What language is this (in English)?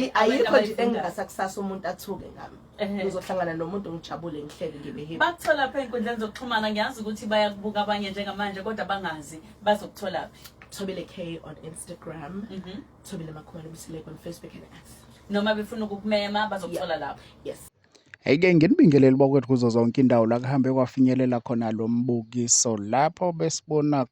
Zulu